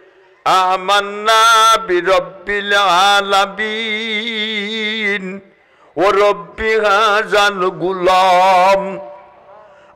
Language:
Sylheti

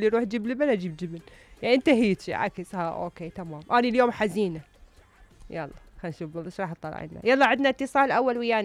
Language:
Mesopotamian Arabic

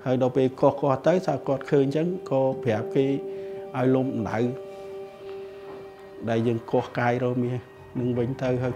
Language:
Vietnamese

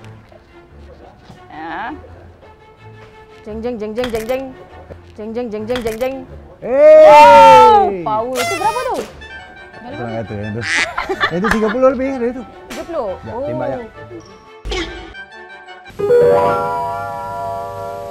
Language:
Malay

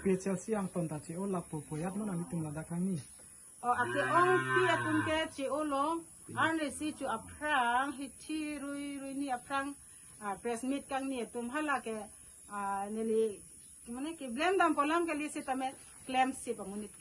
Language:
Karbi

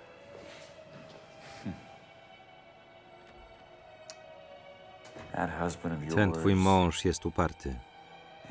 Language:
Polish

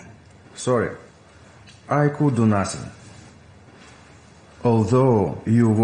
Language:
Chinese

